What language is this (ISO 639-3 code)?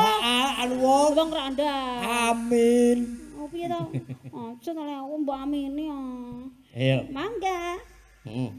jav